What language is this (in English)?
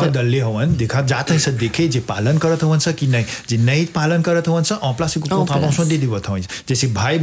Bhojpuri